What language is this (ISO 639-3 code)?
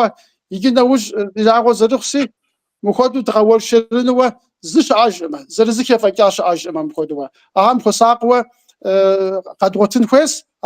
kbd